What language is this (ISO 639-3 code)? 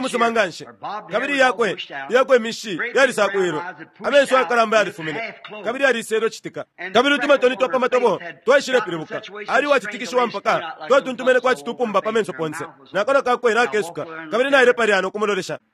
bem